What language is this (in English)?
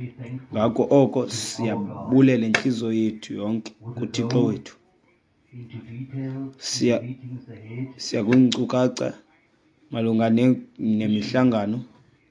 Xhosa